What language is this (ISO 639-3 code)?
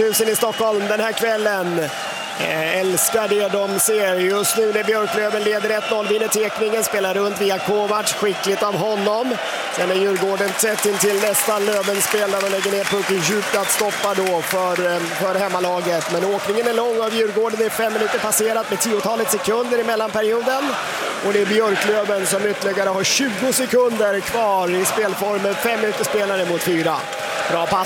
swe